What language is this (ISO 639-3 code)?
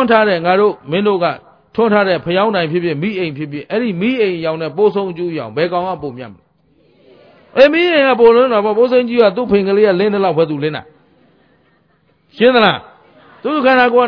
mya